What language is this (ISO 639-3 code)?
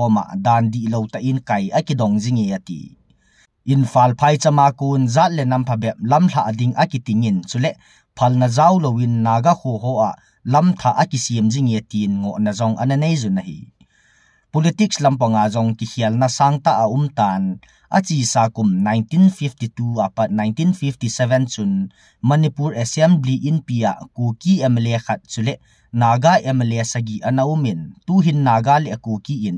tcz